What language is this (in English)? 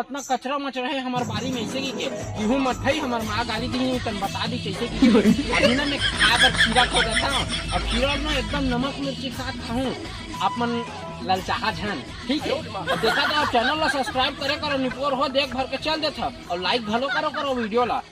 Chhattisgarhi